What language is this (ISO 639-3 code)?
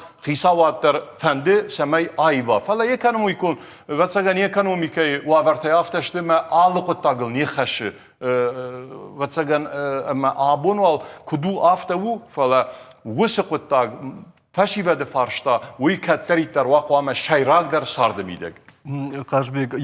oss